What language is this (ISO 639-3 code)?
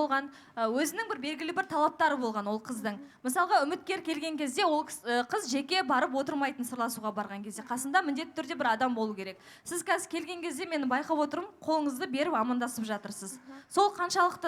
kaz